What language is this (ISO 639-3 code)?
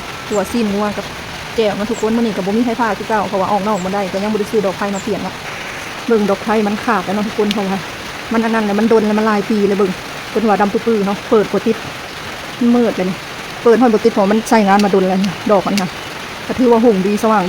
lao